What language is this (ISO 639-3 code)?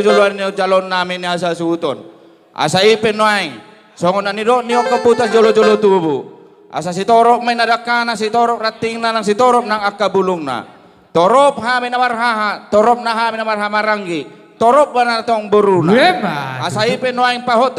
bbc